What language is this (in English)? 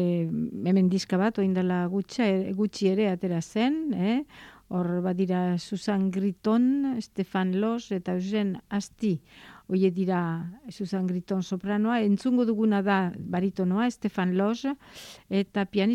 Basque